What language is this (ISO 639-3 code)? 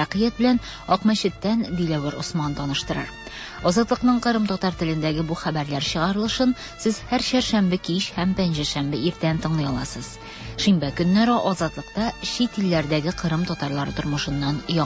tat